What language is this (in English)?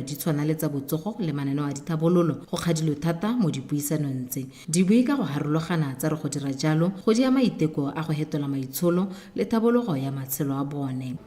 Tswana